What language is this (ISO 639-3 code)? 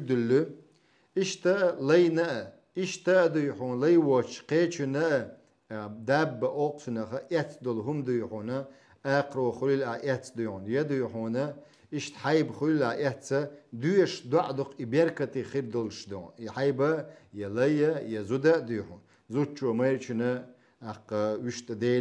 che